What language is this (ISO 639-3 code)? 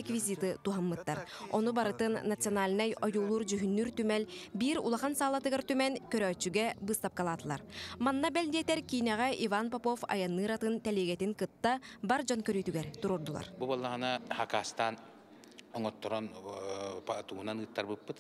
sah